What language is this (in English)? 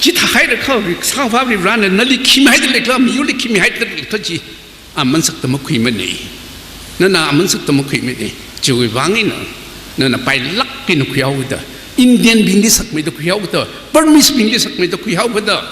Tangkhul Naga (India)